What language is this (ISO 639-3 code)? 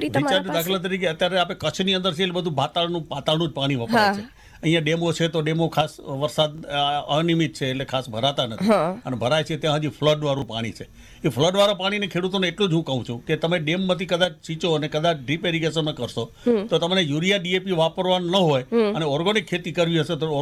guj